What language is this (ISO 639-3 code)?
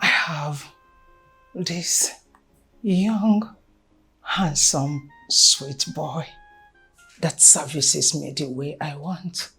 pcm